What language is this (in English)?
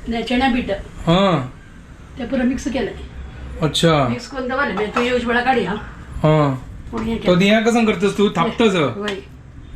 Konkani